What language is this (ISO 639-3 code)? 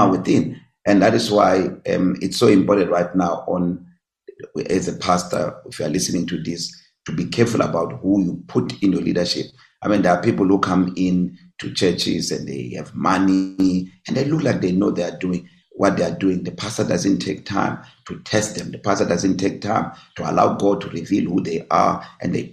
eng